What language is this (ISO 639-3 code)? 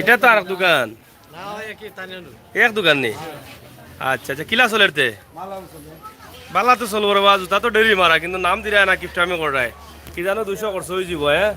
syl